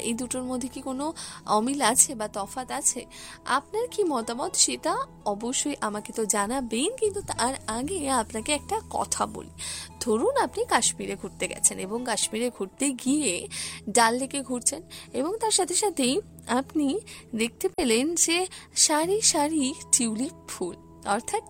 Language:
Bangla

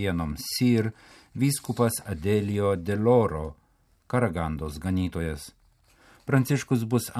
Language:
Lithuanian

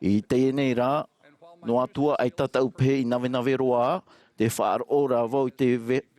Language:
Tahitian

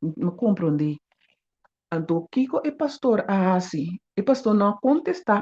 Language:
Papiamento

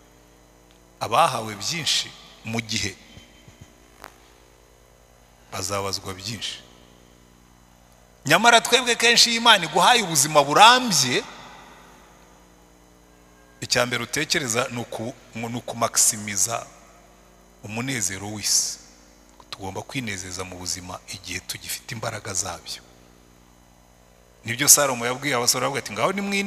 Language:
Kinyarwanda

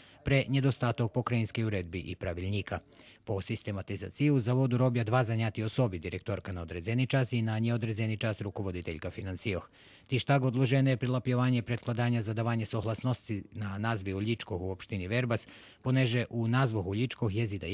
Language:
Rusyn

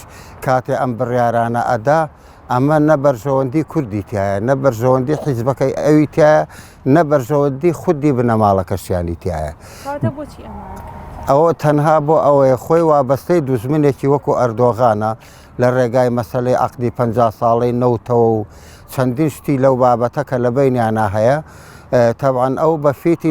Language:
Central Kurdish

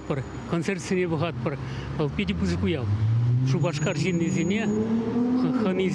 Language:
Chuvash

